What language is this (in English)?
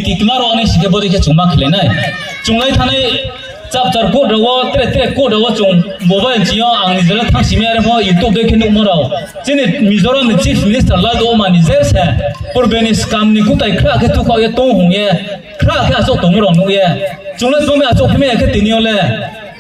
Riang (India)